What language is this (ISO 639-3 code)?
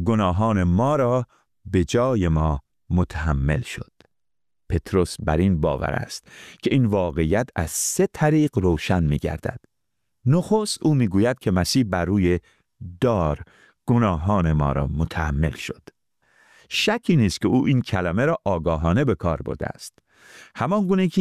fas